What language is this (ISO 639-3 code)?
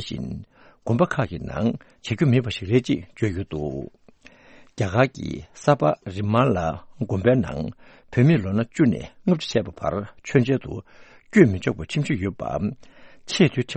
bod